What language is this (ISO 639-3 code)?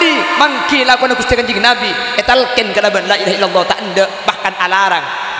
mad